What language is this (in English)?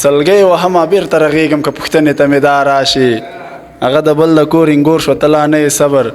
Pashto